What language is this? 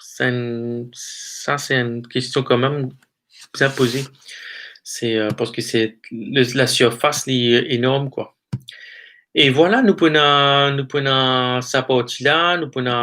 Morisyen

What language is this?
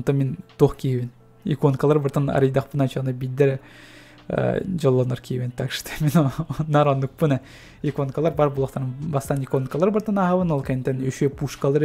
Yakut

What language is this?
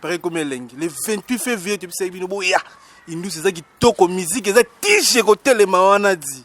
Lingala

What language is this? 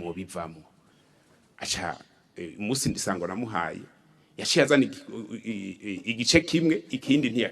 Rundi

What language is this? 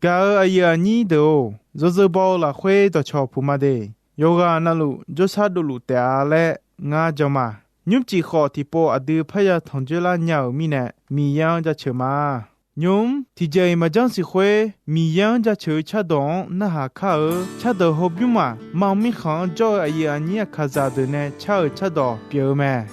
Akha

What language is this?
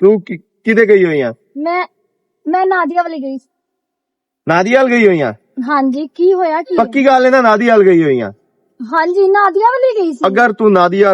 Western Panjabi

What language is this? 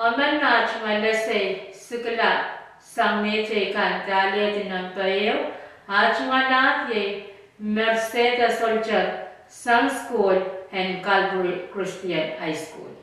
Pohnpeian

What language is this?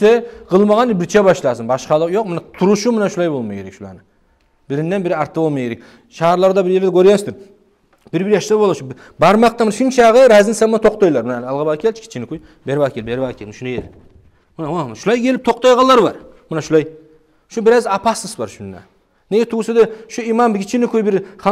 Kumyk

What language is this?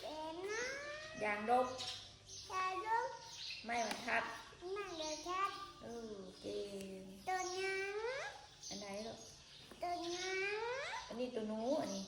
Northeastern Thai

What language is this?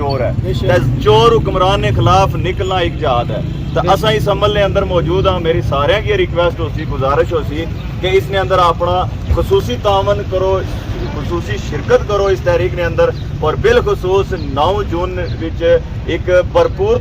Pahari-Potwari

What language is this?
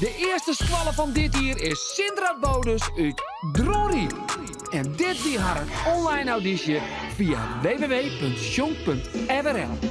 Western Frisian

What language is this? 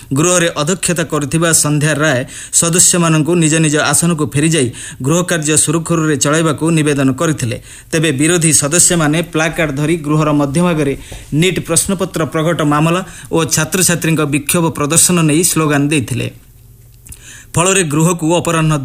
Odia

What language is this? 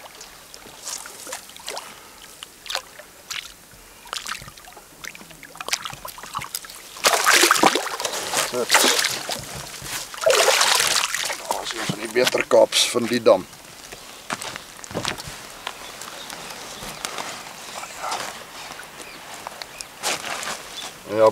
Afrikaans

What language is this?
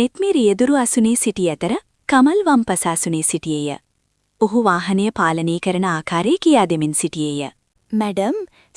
Sinhala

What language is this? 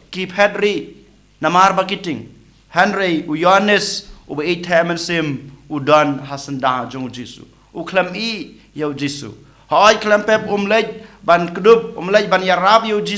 Khasi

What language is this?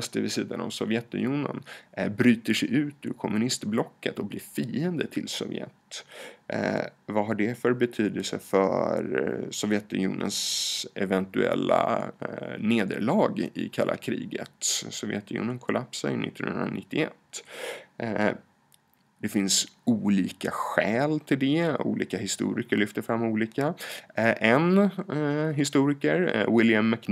Swedish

